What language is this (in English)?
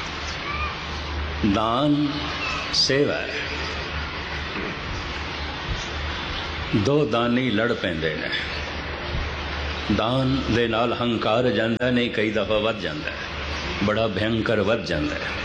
Punjabi